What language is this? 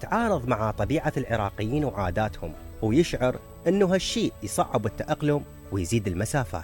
Mesopotamian Arabic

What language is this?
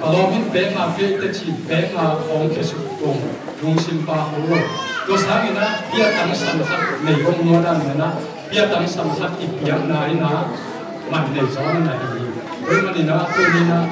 Tedim Chin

